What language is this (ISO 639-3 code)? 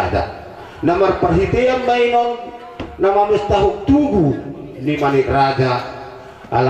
bbc